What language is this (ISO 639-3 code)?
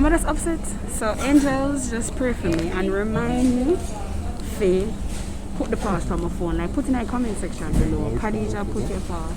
jam